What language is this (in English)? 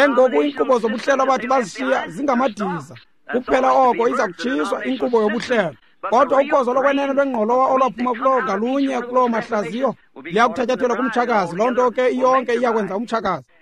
Xhosa